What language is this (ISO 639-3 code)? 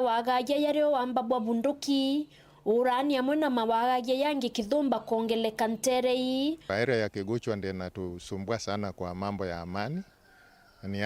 mer